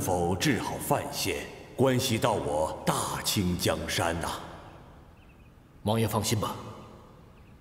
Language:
Chinese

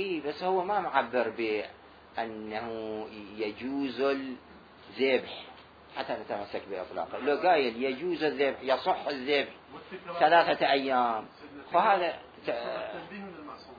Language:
Mesopotamian Arabic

